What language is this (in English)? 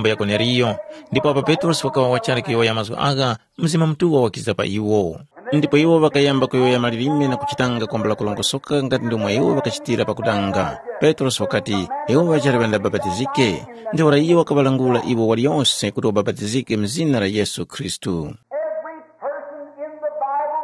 Tumbuka